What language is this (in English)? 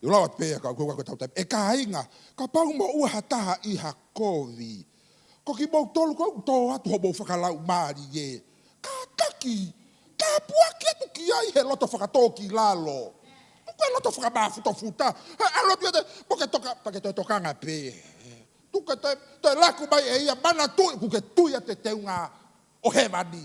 Tongan